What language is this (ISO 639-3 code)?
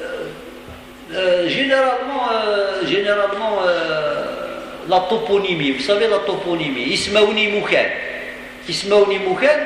kab